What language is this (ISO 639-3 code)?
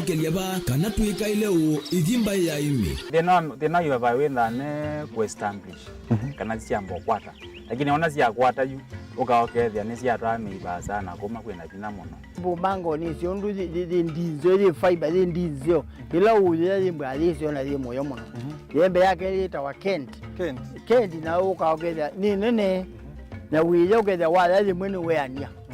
kam